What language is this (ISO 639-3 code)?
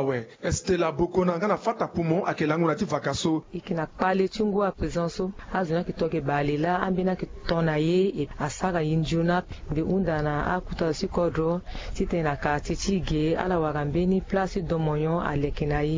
sag